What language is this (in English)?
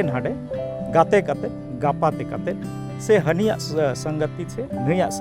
Santali